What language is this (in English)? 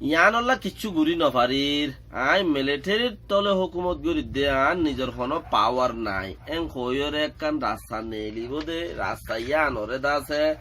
Rohingya